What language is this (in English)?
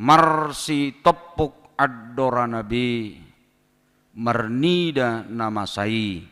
Batak Toba